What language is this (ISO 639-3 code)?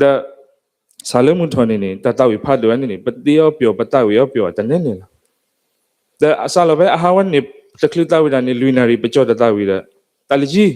ksw